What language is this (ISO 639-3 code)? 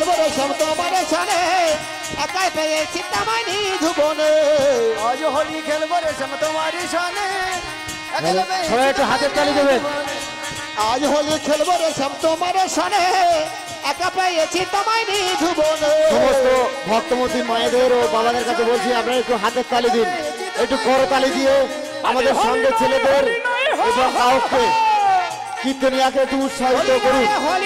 ben